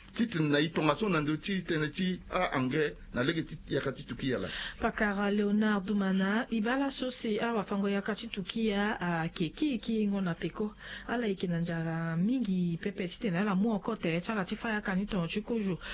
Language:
Sango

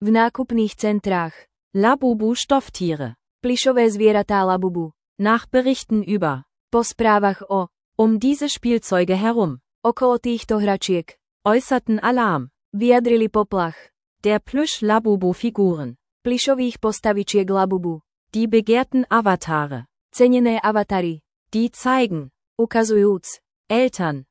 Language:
Slovak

